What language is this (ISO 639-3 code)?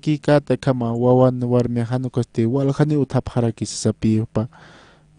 aym